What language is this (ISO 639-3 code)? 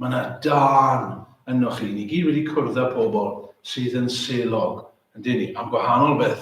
cym